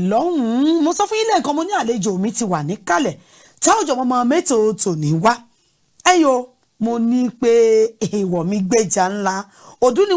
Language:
Yoruba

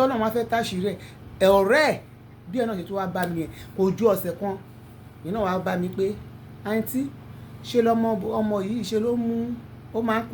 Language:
Yoruba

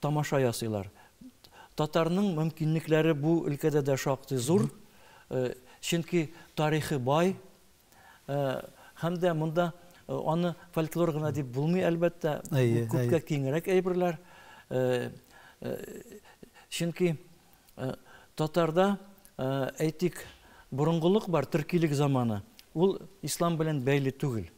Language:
Tatar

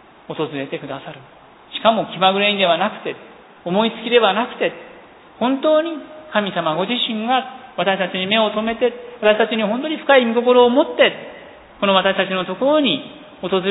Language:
Japanese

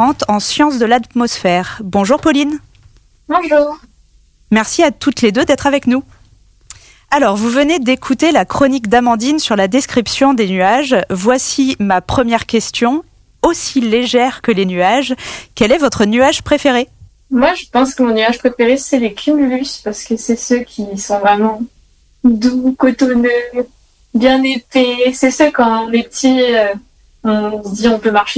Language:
French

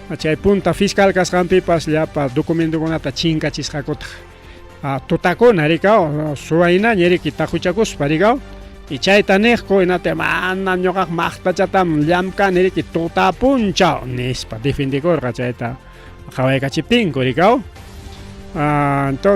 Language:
Ayacucho Quechua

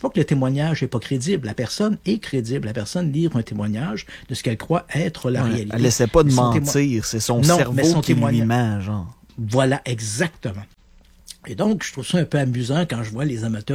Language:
French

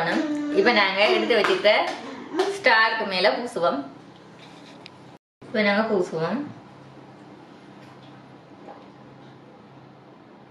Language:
Tamil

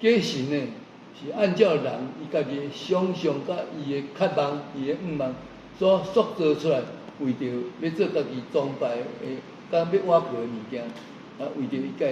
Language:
Min Nan Chinese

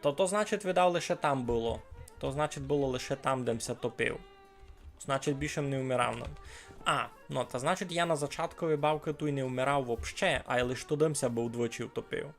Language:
Rusyn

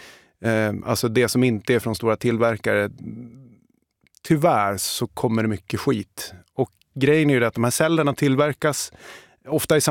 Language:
Swedish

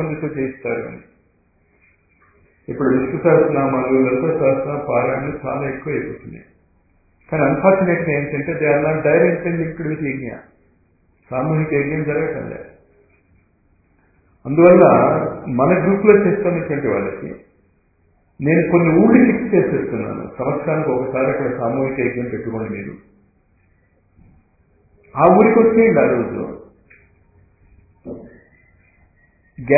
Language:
Telugu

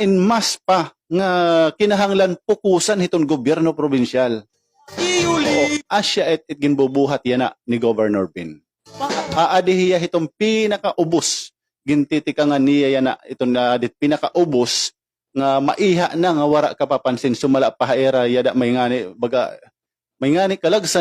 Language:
Waray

